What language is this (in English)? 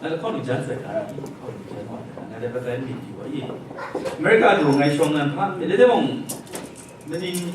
Kachin